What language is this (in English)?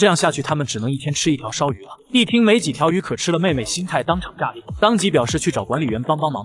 Chinese